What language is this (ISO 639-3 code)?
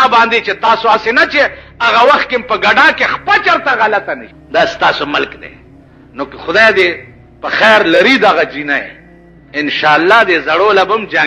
pus